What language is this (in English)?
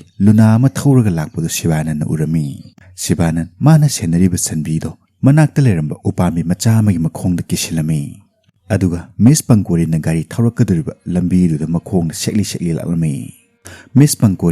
Manipuri